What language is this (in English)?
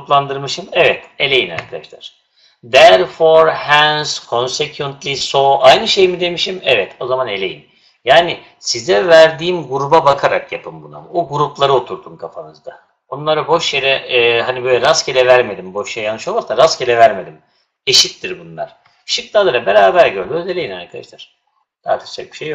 Turkish